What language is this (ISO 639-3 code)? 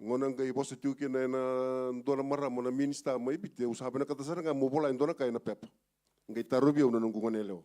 fij